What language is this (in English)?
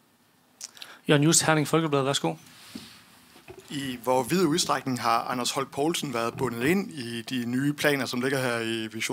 Danish